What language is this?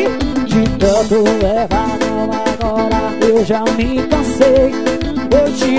Portuguese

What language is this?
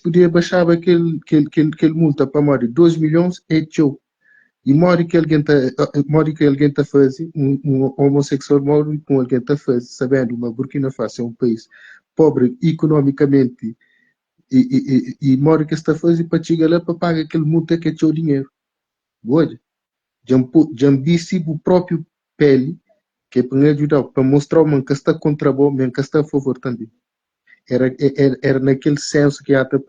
Kabuverdianu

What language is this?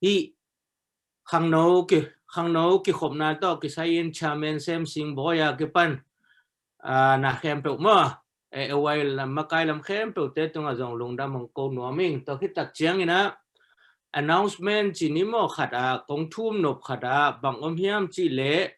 Tedim Chin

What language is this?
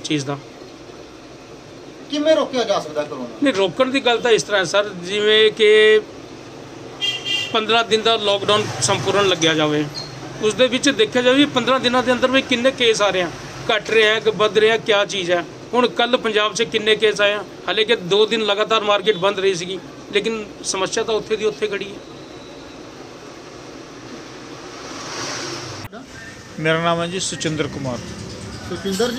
Punjabi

